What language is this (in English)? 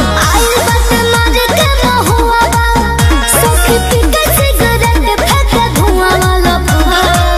Bhojpuri